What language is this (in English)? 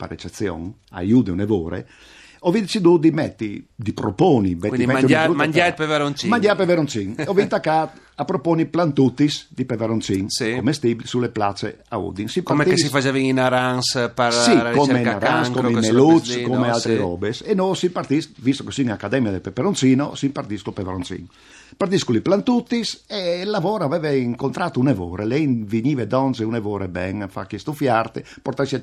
Friulian